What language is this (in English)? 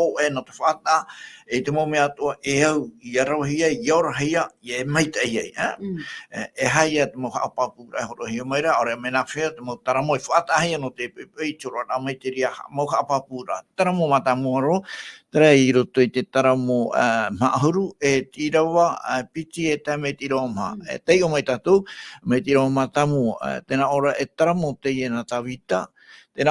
Tahitian